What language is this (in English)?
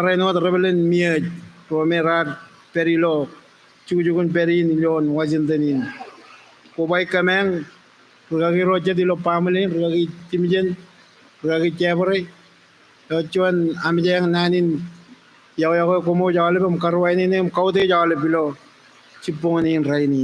Marshallese